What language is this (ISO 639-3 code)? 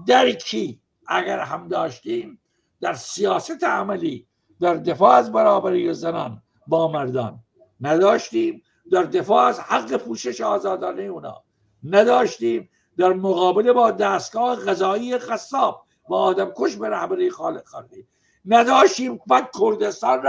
fas